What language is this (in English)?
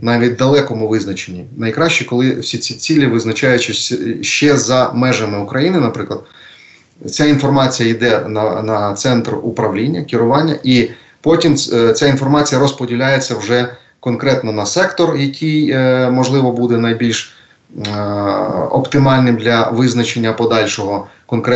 Ukrainian